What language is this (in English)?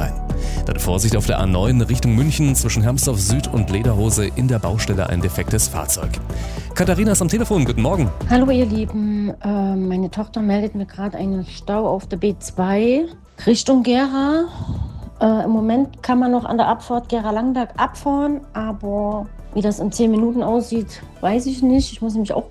German